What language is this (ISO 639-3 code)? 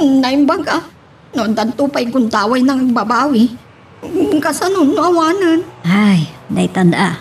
ilo